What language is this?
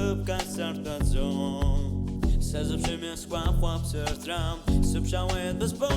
Abkhazian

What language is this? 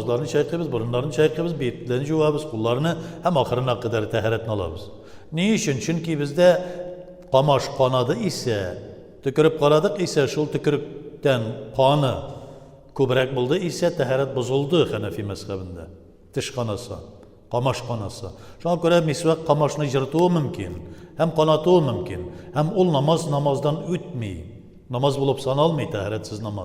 Tatar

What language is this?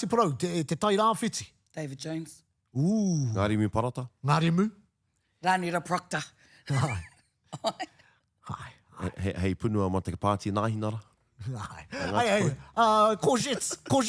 Māori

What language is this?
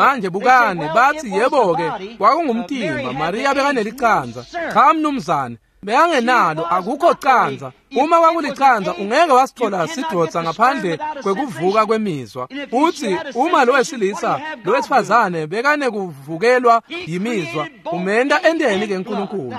Swati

